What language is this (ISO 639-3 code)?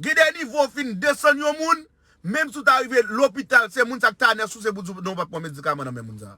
hat